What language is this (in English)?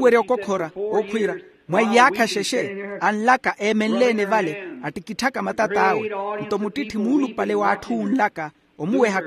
Makhuwa